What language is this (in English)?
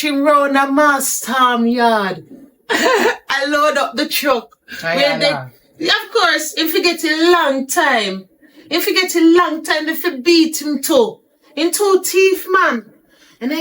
Jamaican Creole English